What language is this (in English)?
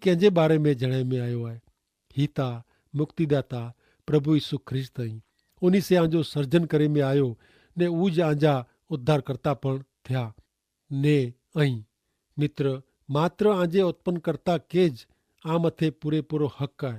Kachhi